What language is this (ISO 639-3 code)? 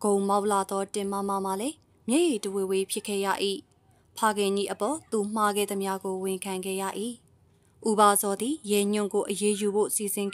mya